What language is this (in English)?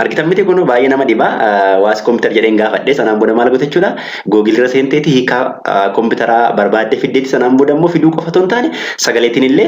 Oromo